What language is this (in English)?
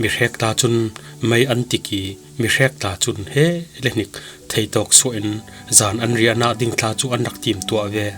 Falam Chin